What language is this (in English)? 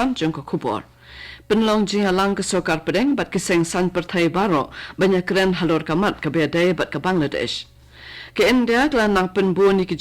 Khasi